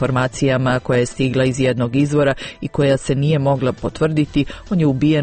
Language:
Croatian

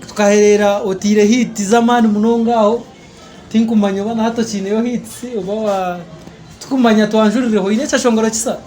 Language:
Nyankole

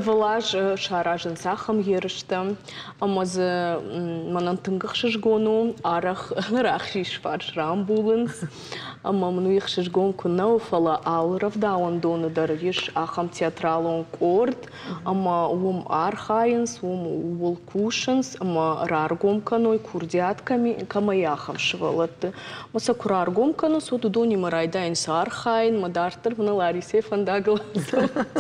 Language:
Ossetic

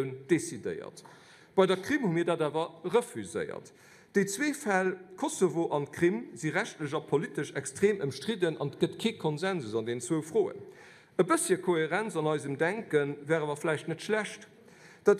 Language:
Luxembourgish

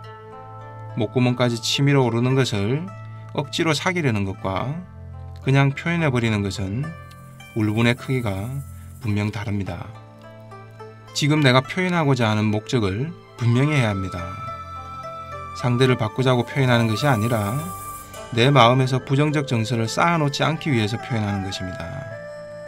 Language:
Korean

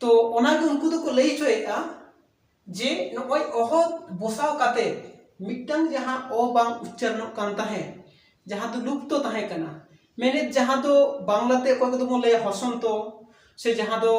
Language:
Santali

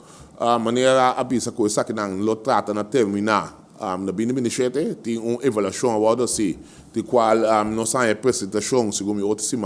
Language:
Papiamento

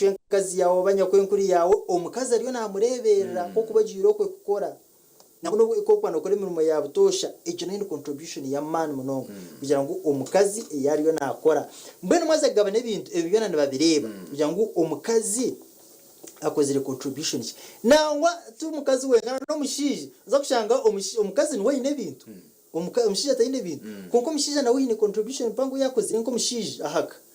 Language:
Nyankole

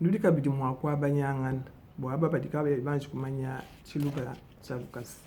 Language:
Luba-Lulua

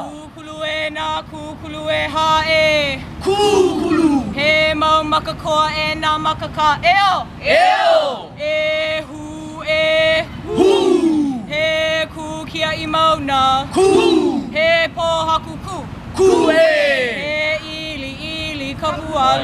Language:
Hawaiian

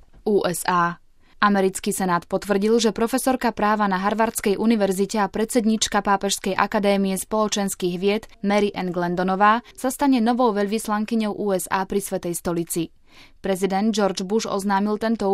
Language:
Slovak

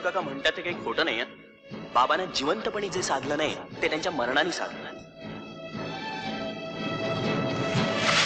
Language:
Marathi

